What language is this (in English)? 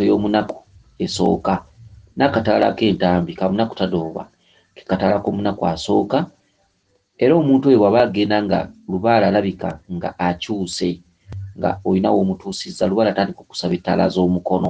Ganda